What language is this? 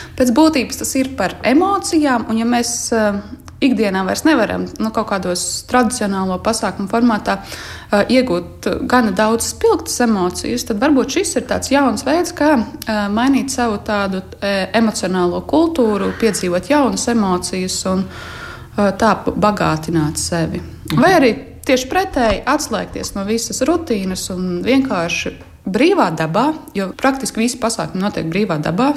Latvian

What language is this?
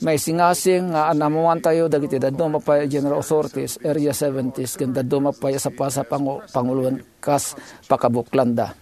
Iloko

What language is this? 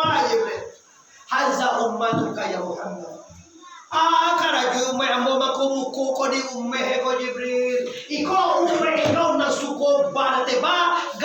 Minangkabau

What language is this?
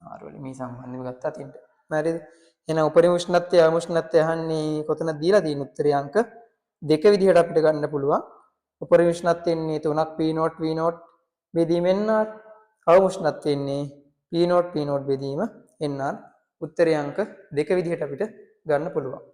Sinhala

